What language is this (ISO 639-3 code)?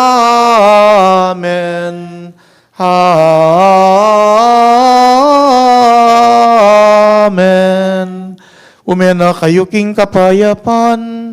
pam